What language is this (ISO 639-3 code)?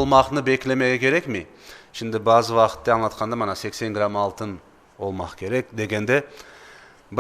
crh